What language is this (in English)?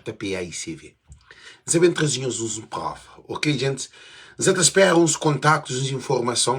Kabuverdianu